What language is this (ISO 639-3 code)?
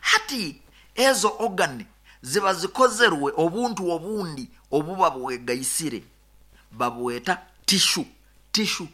nyo